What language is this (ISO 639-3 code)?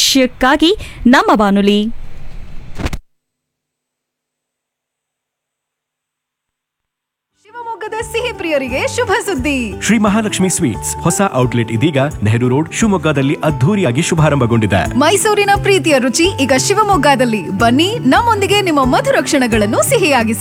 kan